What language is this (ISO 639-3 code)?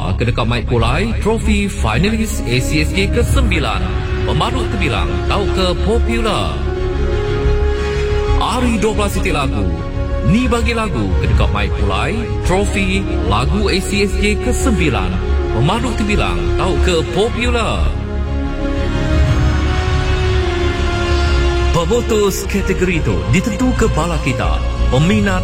msa